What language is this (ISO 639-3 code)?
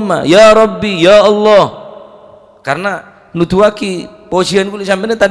mad